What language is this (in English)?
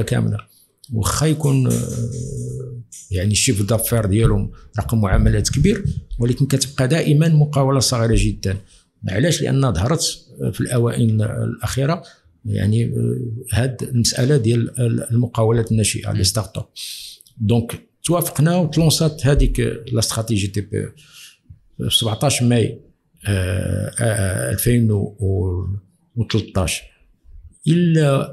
Moroccan Arabic